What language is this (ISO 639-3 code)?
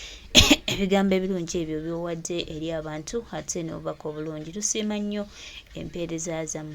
lug